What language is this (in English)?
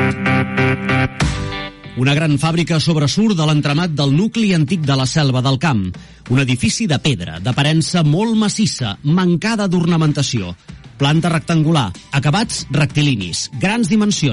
Catalan